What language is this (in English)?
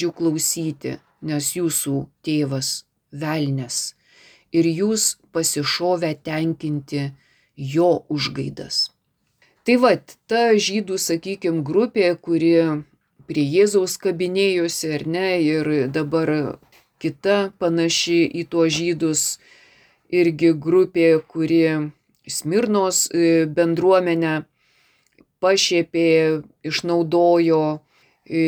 Lithuanian